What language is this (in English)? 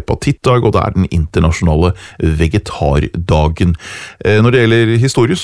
Norwegian